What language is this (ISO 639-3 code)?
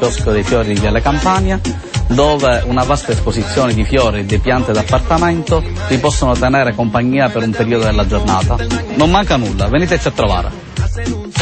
ita